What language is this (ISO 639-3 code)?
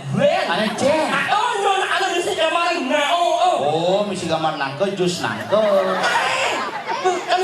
ban